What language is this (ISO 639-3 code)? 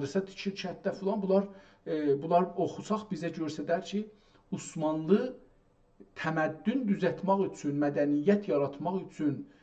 azb